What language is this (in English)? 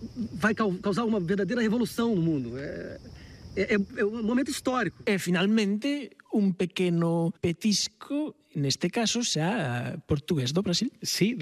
Galician